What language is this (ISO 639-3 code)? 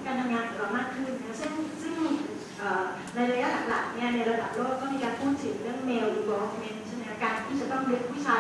tha